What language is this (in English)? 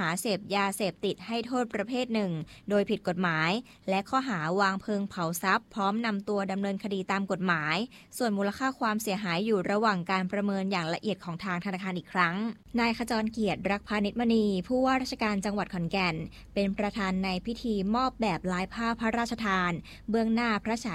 Thai